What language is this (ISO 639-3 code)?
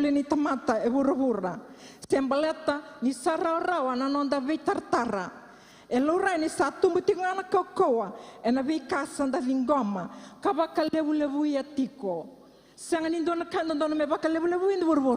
fij